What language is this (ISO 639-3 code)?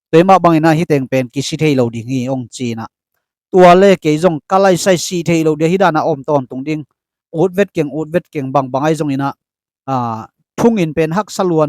ctd